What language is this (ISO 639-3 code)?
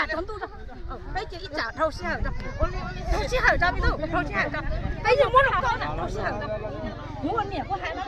hmn